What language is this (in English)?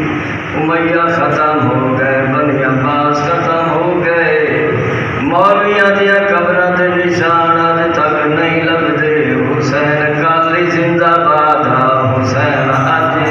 Saraiki